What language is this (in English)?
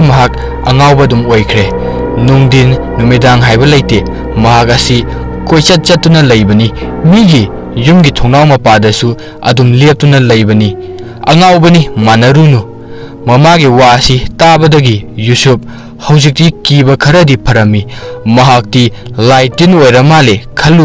Manipuri